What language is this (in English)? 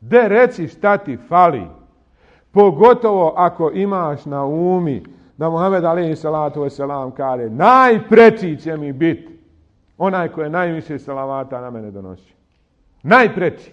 Bosnian